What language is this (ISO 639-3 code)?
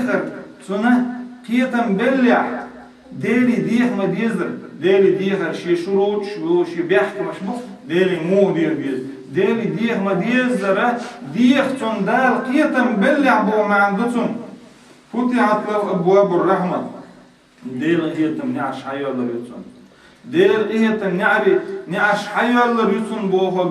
che